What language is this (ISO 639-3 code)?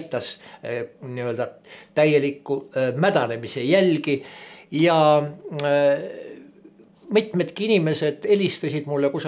est